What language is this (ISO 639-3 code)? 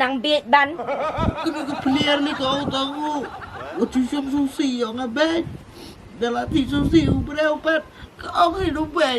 kha